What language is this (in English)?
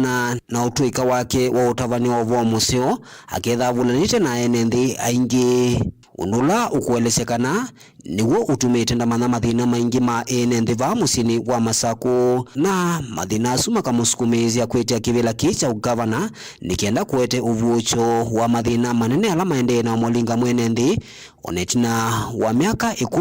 Kamba